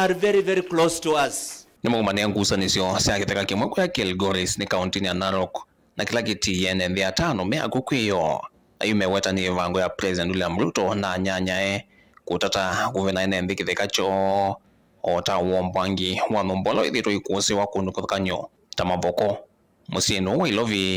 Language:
Kamba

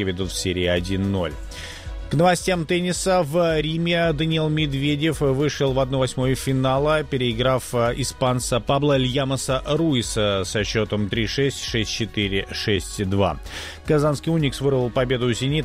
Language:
Russian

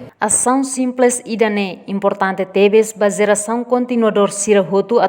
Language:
Tetum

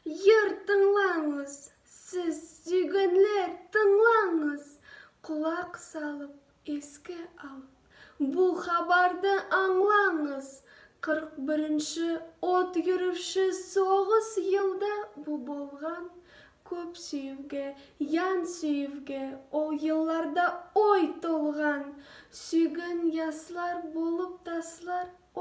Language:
Nogai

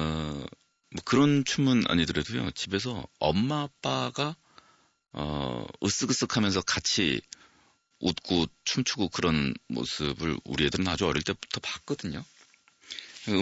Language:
Korean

